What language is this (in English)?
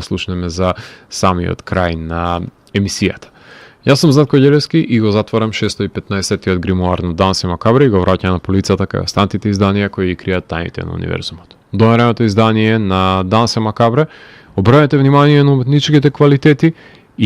Macedonian